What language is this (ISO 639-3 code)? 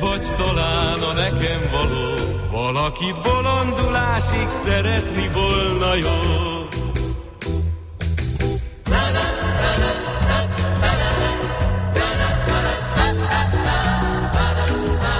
hun